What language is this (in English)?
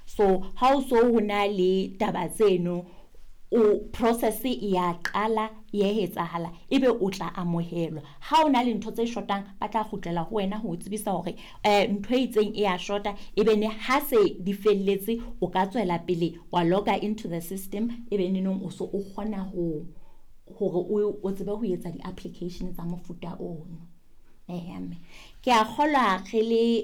Southern Sotho